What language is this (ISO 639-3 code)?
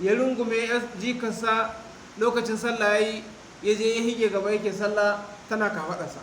hau